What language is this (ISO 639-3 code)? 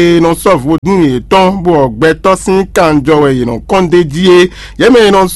fon